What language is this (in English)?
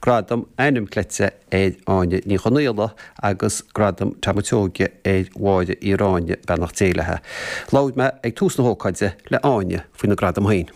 Irish